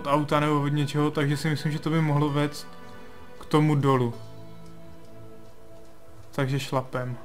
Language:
Czech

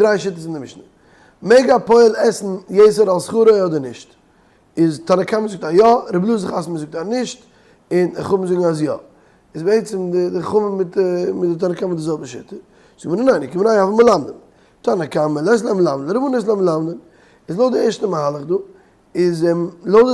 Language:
Yiddish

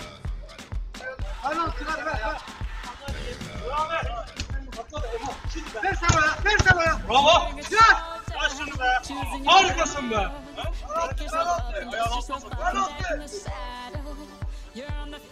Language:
Turkish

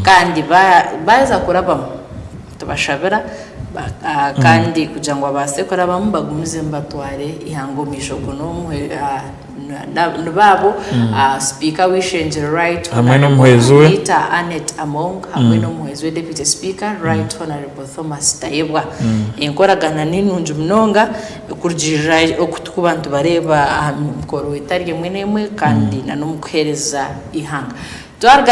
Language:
Nyankole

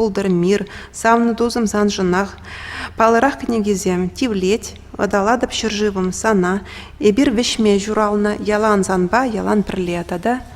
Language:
Chuvash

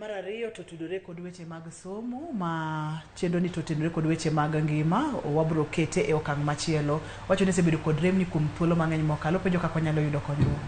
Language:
Luo (Kenya and Tanzania)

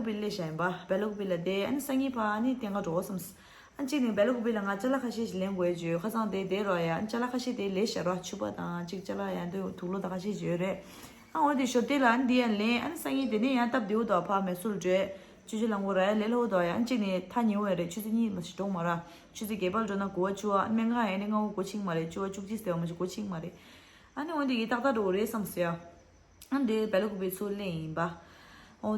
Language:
Tibetan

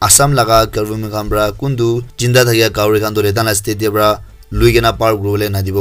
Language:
Naga Pidgin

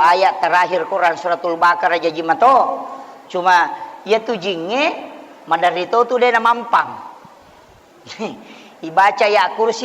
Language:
Buginese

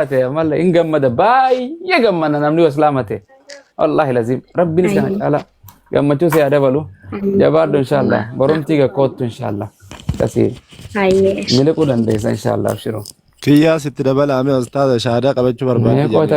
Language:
Oromo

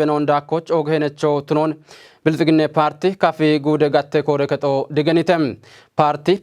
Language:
Kafa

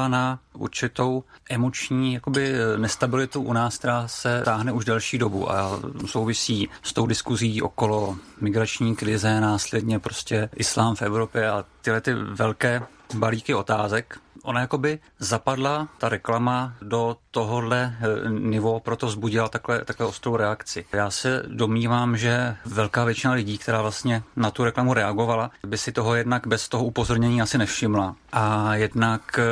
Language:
Czech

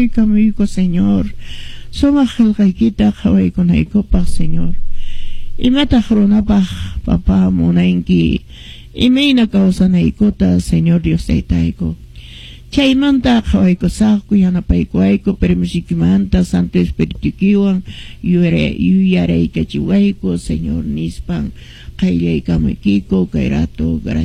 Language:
Quechua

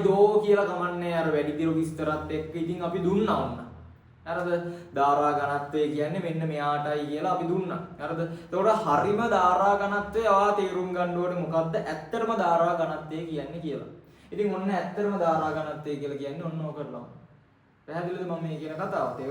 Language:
Sinhala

